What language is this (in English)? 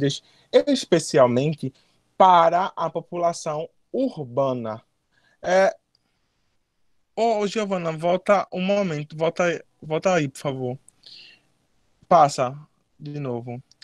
Portuguese